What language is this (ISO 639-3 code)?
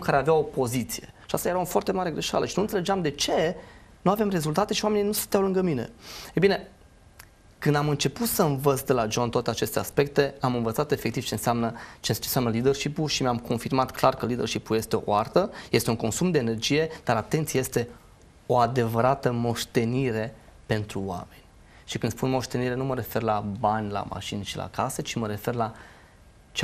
ron